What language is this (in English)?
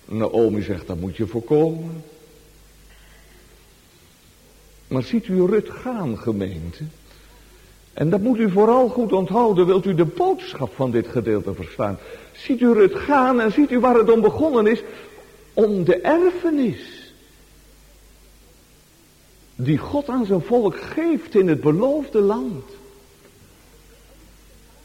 Dutch